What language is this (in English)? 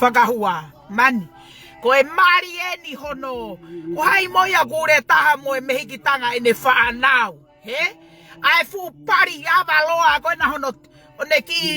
Tongan